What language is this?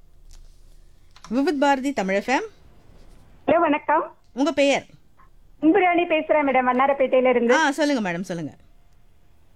Tamil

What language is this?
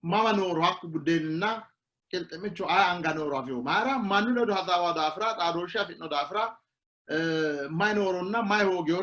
Sidamo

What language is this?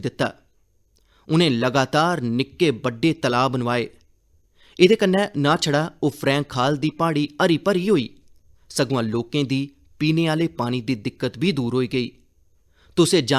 Dogri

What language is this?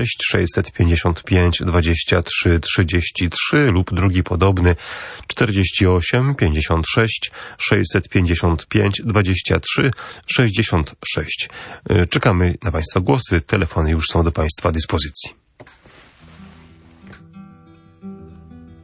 Polish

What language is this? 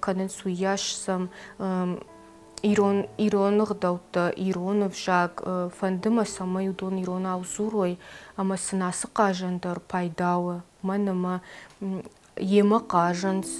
Ossetic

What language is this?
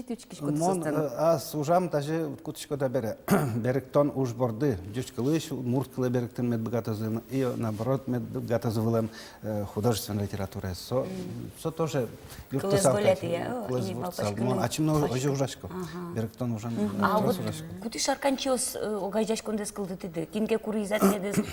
Udmurt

